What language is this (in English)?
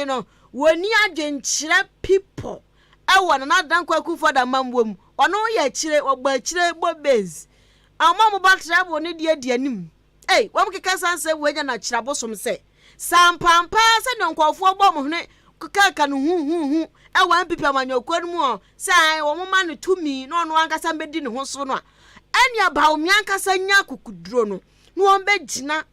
Akan